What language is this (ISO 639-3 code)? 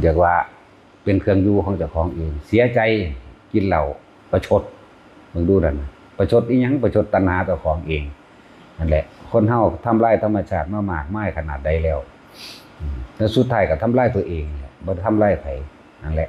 tts